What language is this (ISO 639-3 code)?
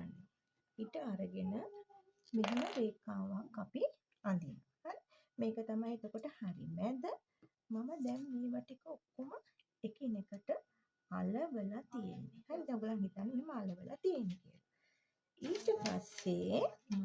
sin